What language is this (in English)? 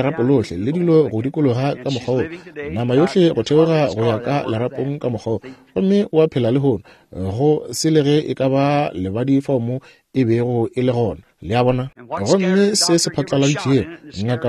Northern Sotho